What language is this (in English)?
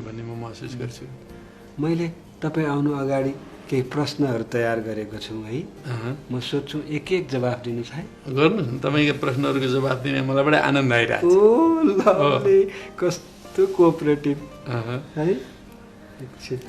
Nepali